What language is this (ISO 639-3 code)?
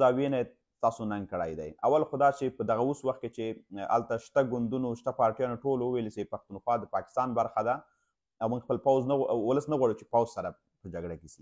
pus